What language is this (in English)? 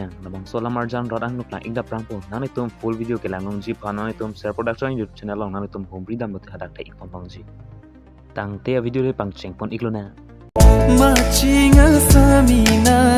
Karbi